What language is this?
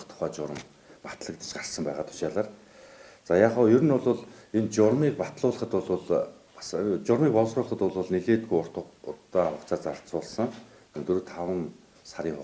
Mongolian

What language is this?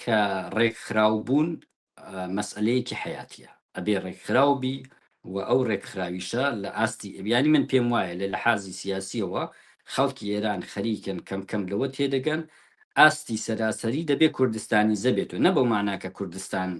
Central Kurdish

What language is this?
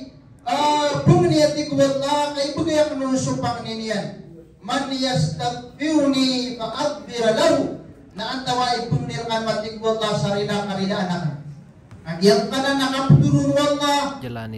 Maranao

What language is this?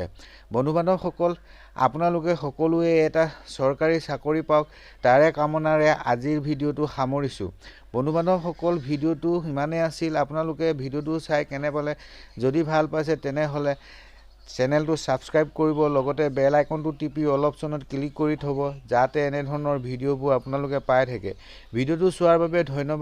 Assamese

